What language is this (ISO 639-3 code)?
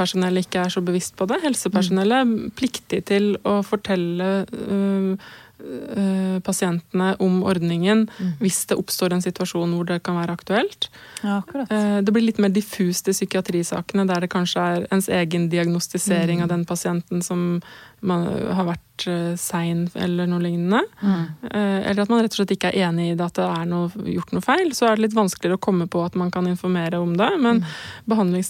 nor